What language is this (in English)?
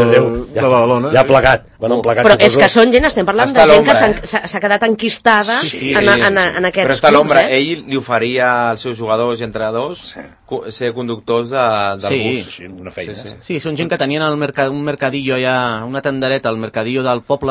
Catalan